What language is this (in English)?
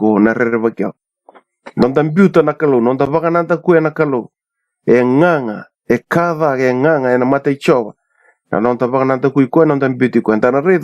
Fijian